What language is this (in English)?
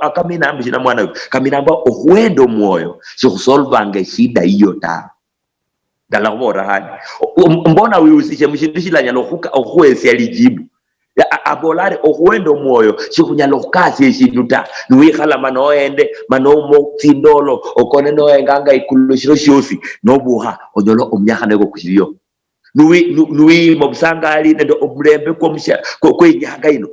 Luyia